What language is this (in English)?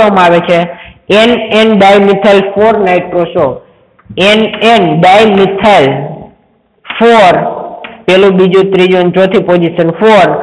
Gujarati